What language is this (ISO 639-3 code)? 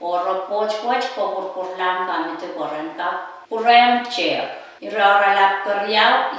pon